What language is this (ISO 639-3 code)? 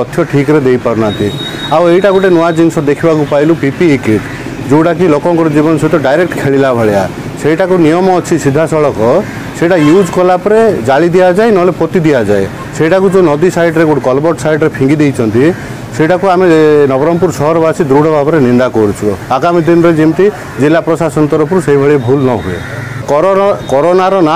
ori